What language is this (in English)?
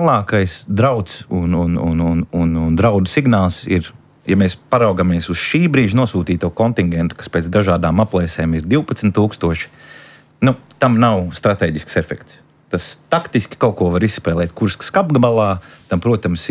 Latvian